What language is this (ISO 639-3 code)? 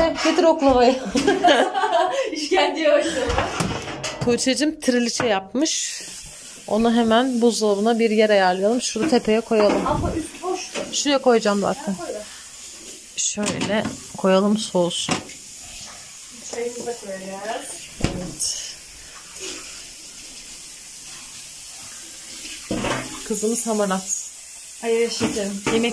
tur